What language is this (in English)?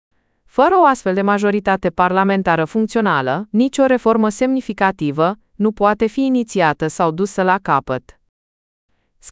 Romanian